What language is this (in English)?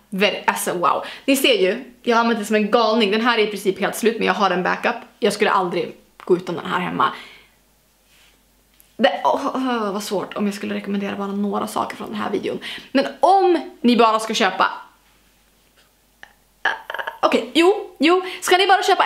Swedish